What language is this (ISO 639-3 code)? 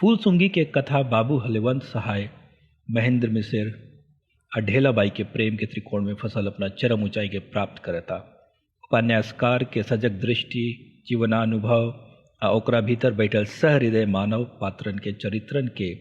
bho